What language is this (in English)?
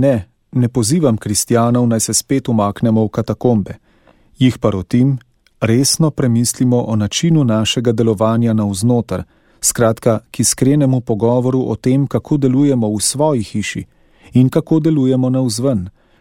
Slovenian